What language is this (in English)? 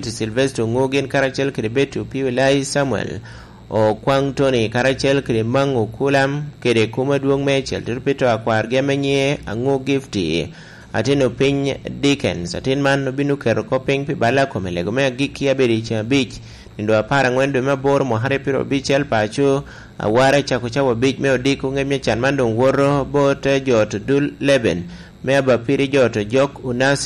Lango (Uganda)